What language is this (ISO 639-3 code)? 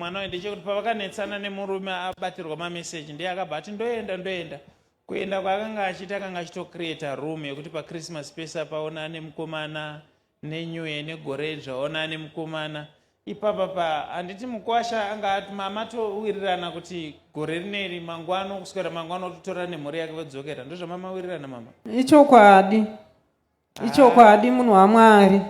sna